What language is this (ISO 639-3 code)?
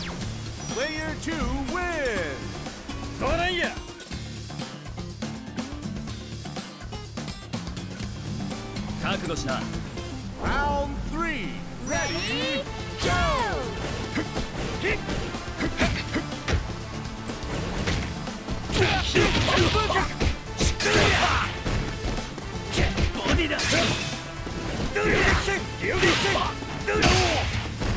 jpn